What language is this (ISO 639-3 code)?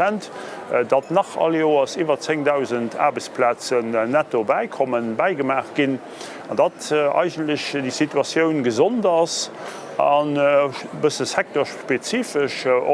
ltz